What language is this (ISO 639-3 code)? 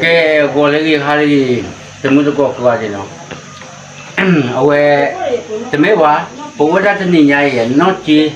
ksw